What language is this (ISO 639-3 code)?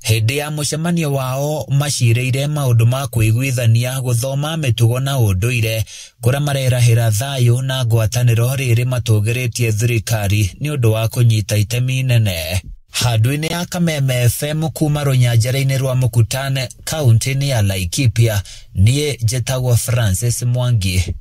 kik